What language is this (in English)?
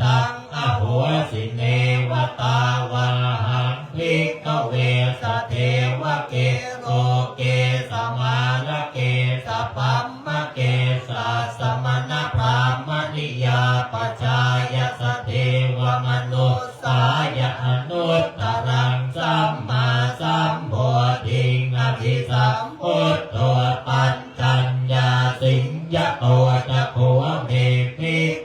Pali